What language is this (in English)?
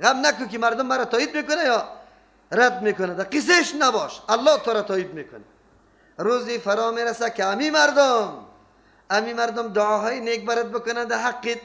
Persian